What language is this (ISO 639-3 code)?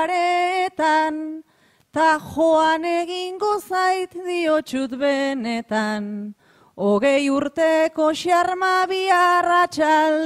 eus